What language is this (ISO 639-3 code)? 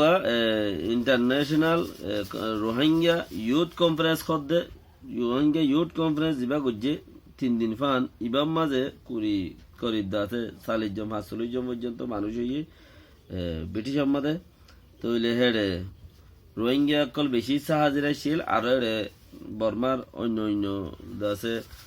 rhg